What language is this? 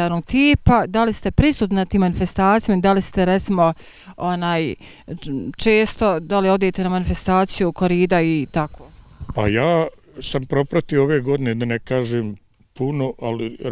Bosnian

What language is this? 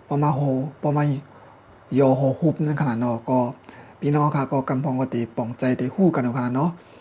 Shan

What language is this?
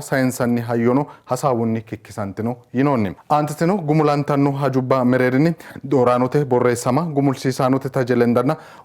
Sidamo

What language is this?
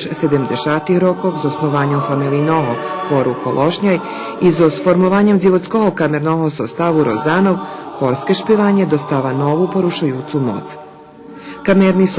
Rusyn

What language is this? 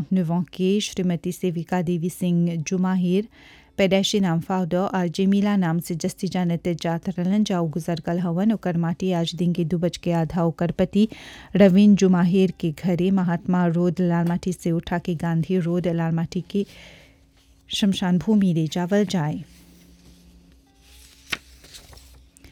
Bhojpuri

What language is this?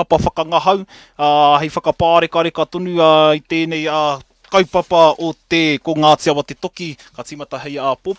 Māori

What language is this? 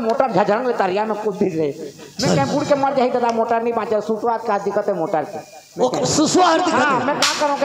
Chhattisgarhi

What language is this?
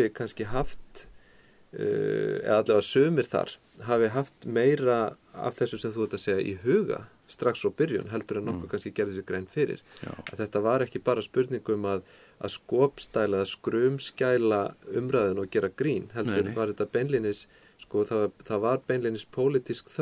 Icelandic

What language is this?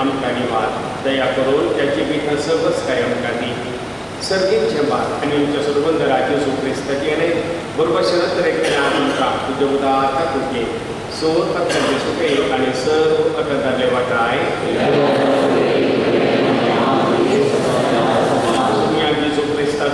Konkani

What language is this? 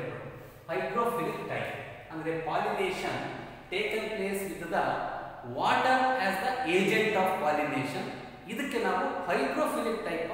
Kannada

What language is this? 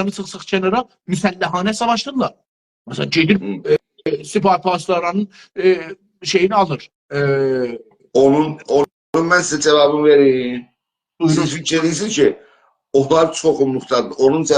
South Azerbaijani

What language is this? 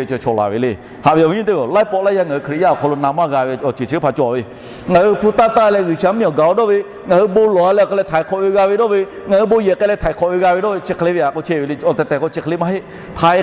Lahu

